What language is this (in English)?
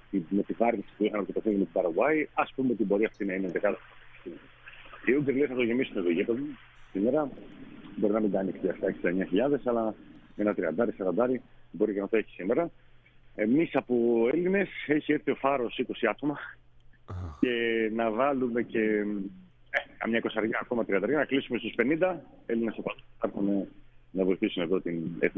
Greek